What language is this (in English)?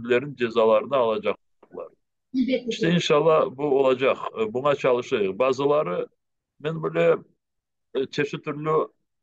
Crimean Tatar